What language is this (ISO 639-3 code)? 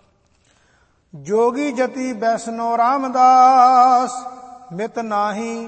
pan